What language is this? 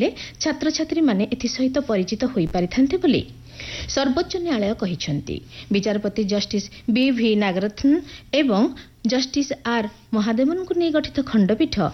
Odia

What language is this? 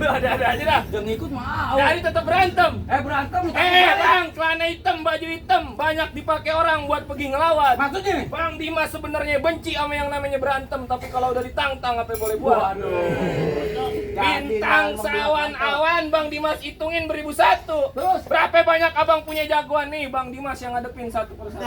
Betawi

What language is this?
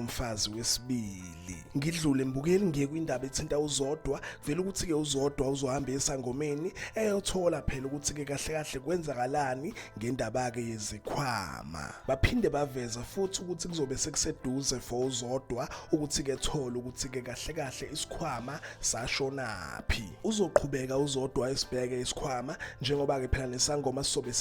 Zulu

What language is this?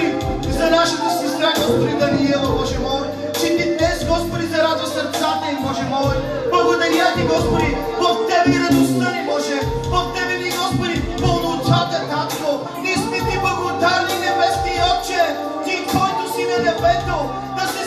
Bulgarian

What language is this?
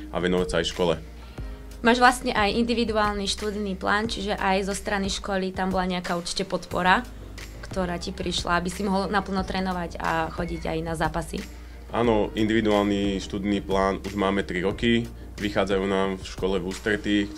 Slovak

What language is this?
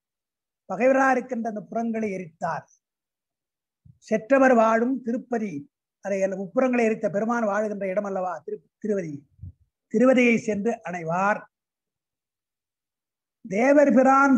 Tamil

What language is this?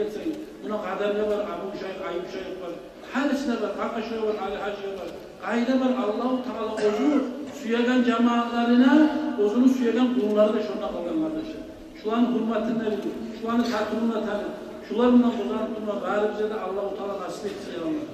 Kumyk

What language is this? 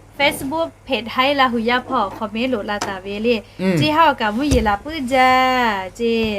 Lahu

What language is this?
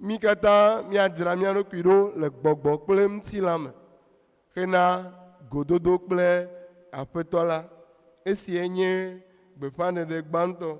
Ewe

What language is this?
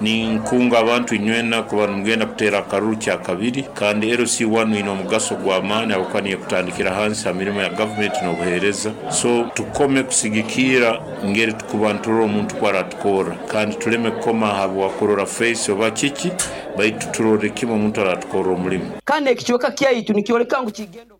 Nyoro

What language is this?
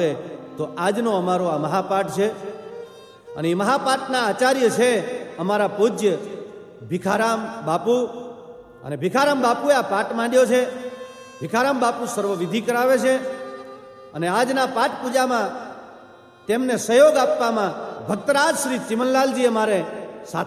Gujarati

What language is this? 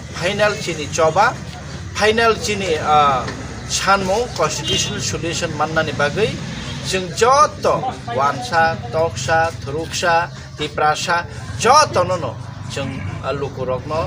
Kok Borok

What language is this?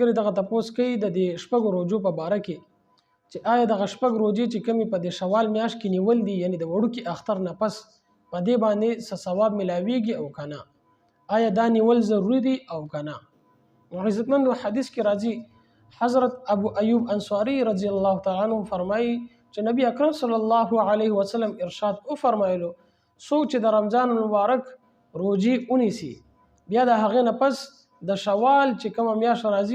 Pashto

